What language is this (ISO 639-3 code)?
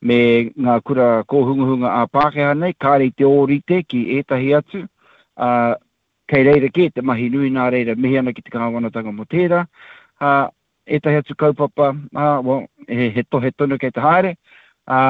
mri